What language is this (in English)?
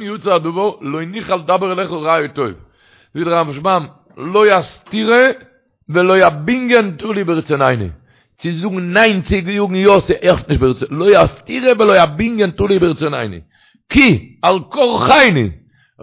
Yiddish